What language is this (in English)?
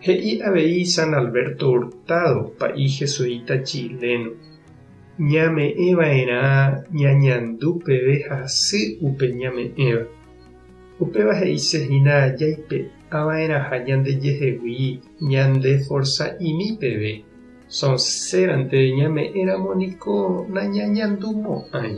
Guarani